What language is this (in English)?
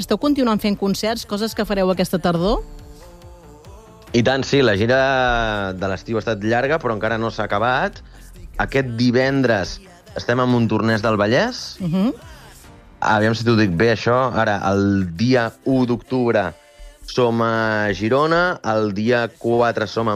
Catalan